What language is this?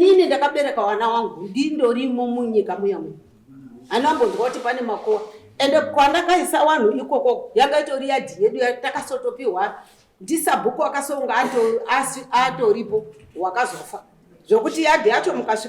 Shona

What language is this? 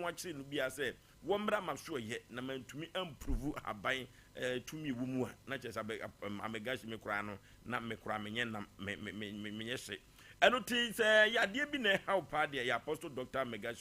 Akan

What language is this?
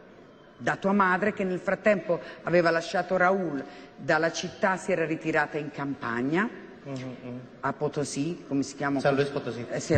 Italian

